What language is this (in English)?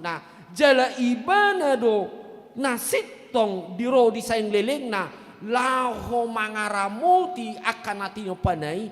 Batak Toba